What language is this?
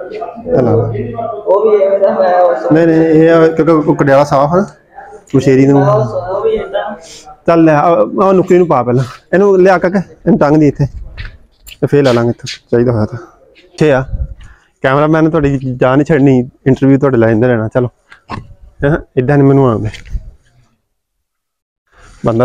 Punjabi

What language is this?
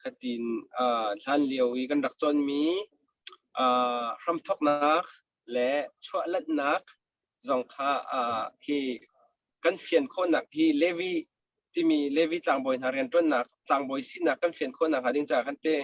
Hakha Chin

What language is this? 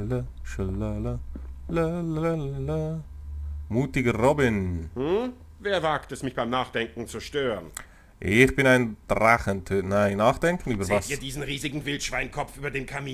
Swiss German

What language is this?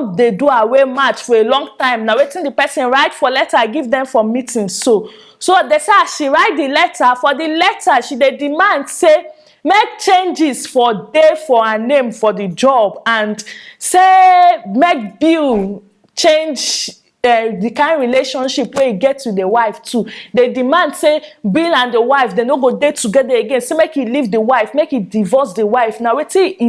Nigerian Pidgin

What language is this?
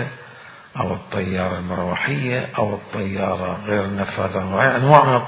Mesopotamian Arabic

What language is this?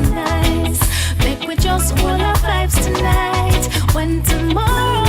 Jamaican Creole English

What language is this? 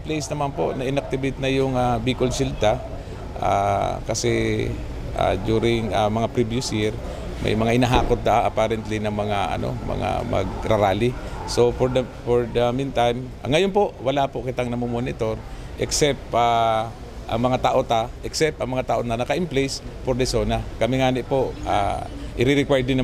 Bikol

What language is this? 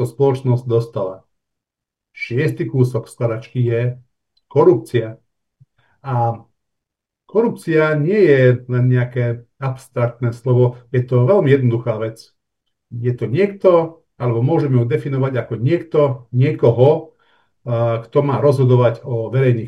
Slovak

